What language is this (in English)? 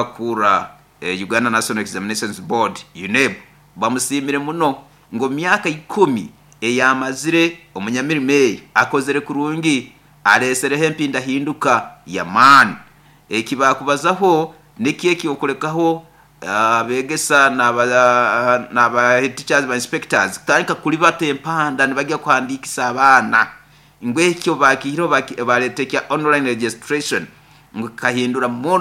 Nyoro